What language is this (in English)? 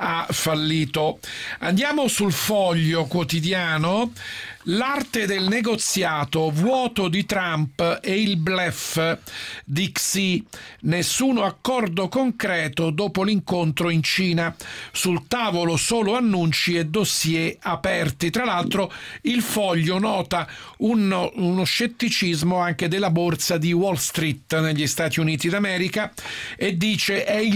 Italian